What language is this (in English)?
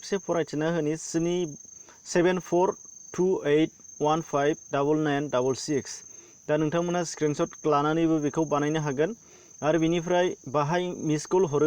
Bodo